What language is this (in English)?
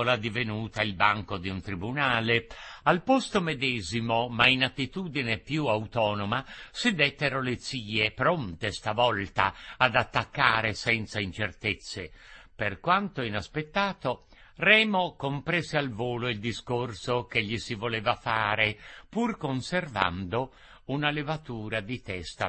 Italian